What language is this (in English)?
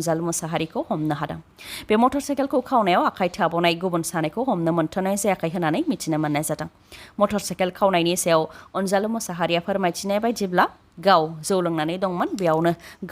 Bodo